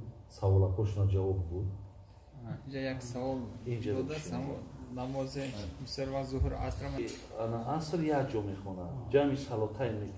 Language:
Tajik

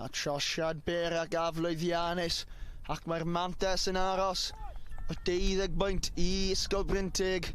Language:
Welsh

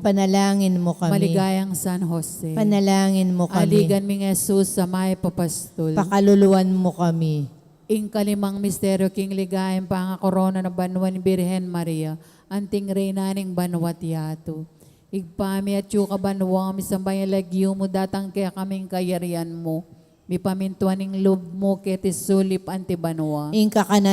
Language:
Pampanga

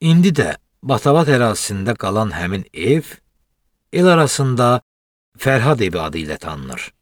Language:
Azerbaijani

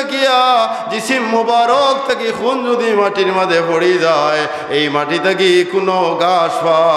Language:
Sylheti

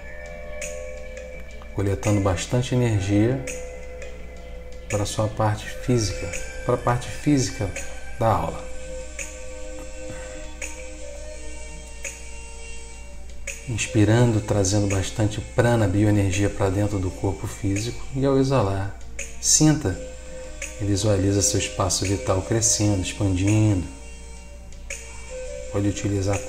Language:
Portuguese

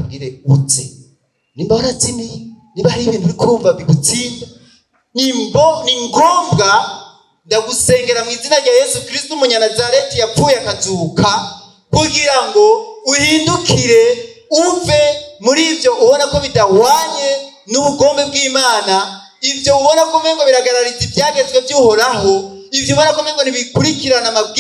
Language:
Rundi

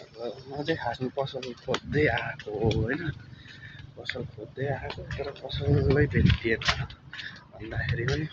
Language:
Nepali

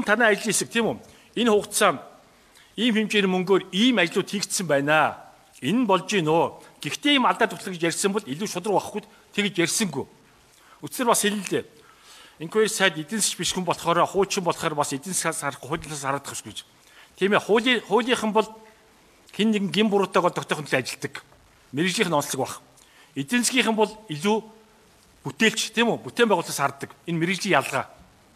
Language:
Mongolian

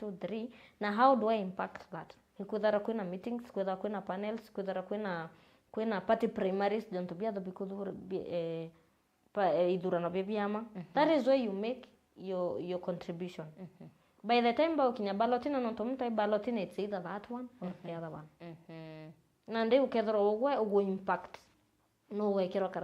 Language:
Meru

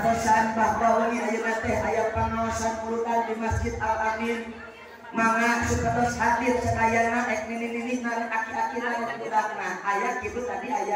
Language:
Sundanese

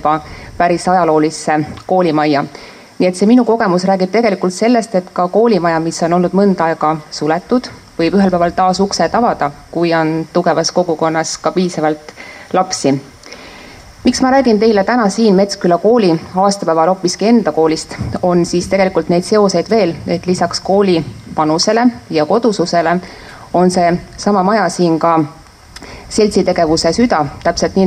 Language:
Estonian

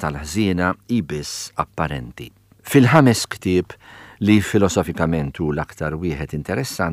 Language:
Maltese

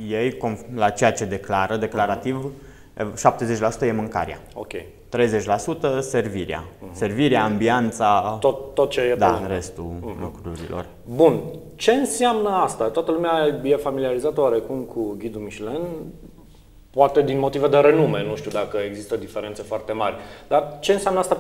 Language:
Romanian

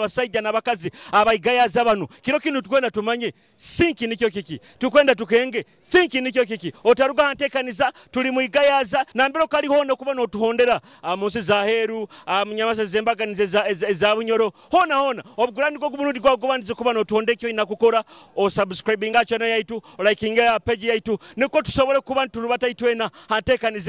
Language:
Nyoro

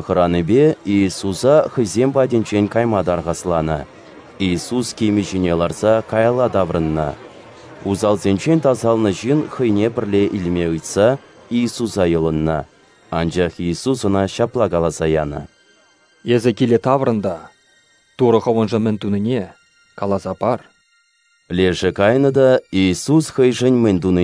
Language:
Chuvash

